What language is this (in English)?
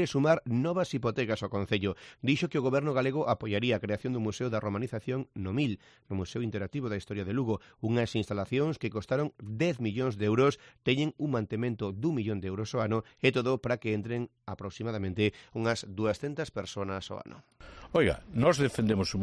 Galician